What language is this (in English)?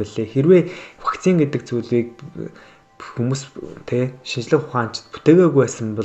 Mongolian